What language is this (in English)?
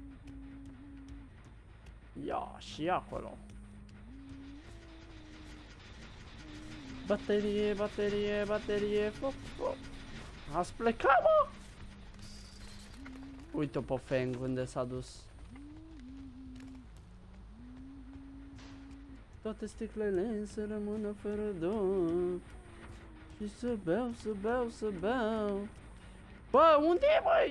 Romanian